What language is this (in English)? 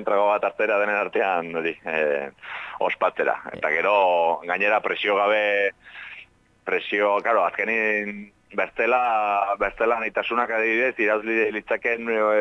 Basque